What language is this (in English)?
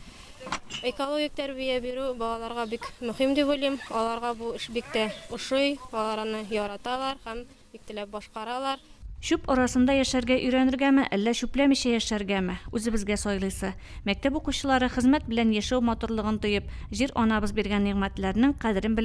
Tatar